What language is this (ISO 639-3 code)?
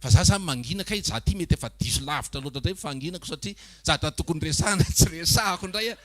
mlg